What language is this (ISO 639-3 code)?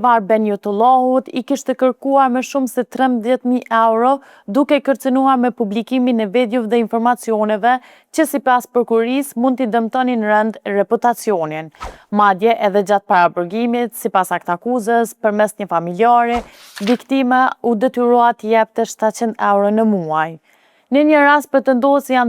sqi